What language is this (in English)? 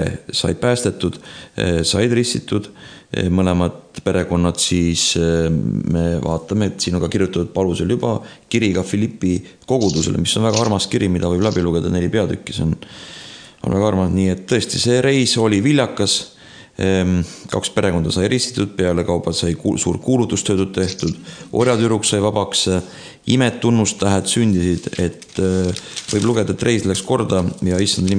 Estonian